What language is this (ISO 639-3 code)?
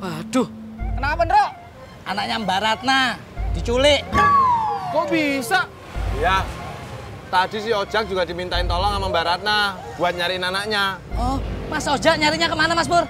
bew